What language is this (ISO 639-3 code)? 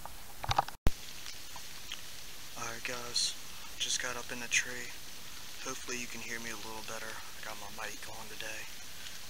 eng